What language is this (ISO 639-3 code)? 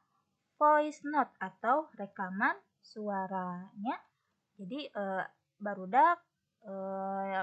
sun